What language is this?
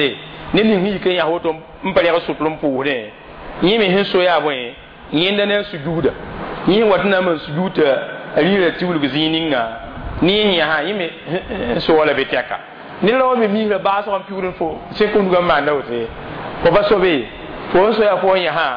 Mossi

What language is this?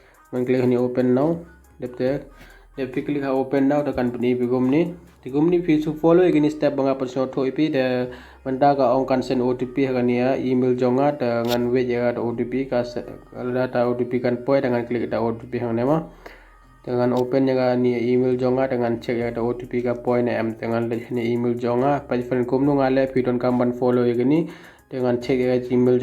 Khasi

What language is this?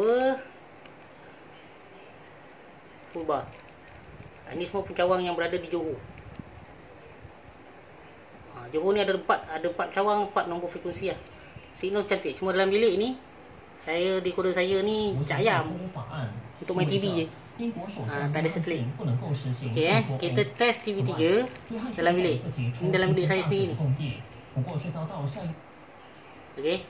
Malay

